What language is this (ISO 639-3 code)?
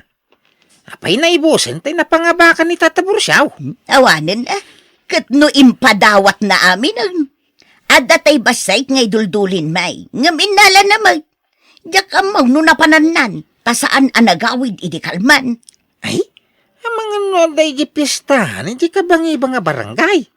ilo